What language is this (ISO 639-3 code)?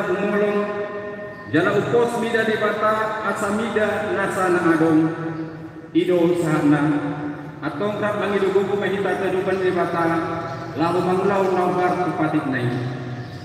bbc